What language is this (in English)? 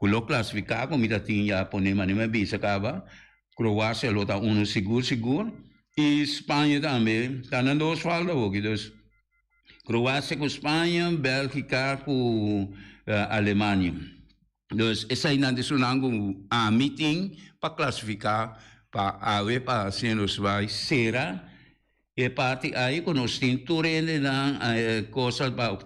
Papiamento